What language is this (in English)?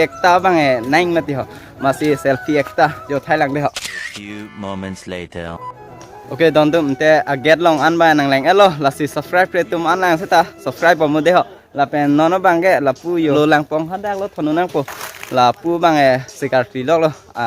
Karbi